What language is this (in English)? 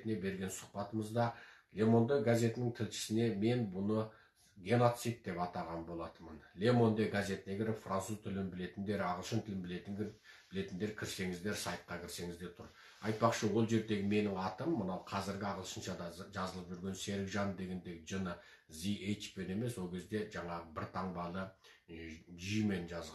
Kazakh